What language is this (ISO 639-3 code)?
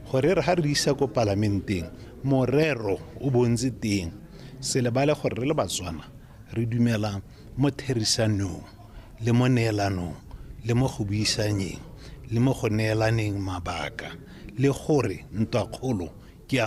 tsn